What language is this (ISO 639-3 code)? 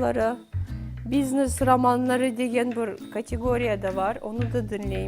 crh